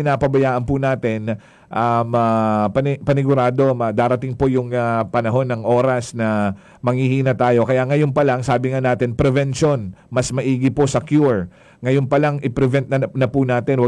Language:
Filipino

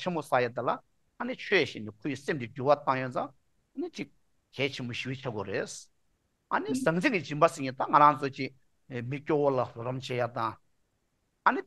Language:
Tibetan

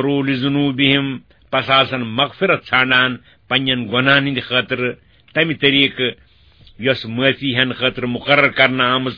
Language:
Kashmiri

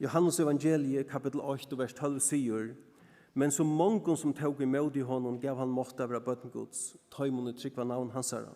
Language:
Faroese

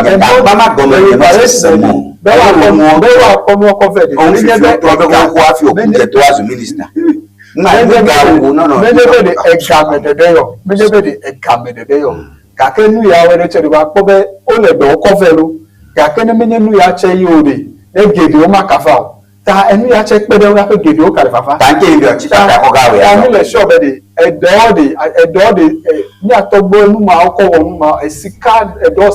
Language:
Ewe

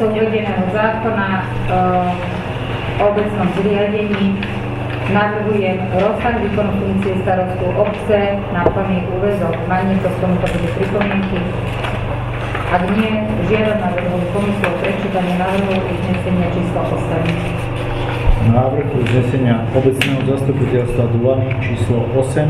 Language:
Slovak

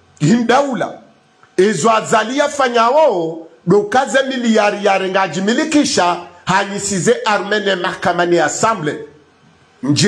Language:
Swahili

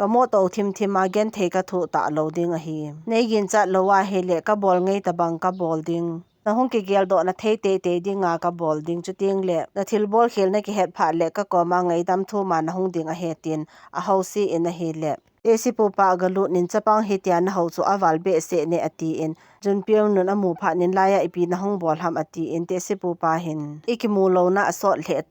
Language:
Thado Chin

